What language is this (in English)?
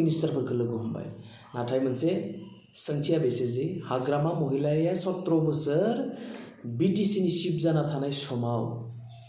Bodo